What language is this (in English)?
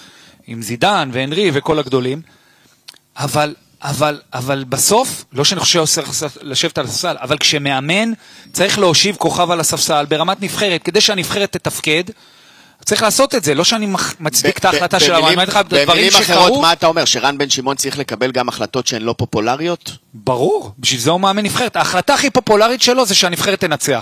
Hebrew